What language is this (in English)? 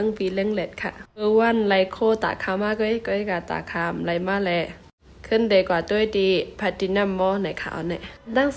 Shan